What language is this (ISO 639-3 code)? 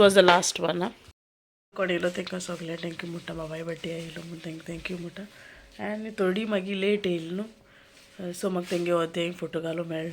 kok